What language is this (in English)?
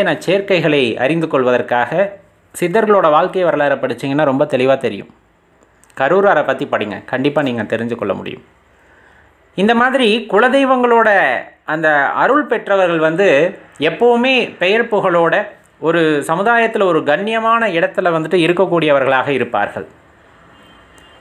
Tamil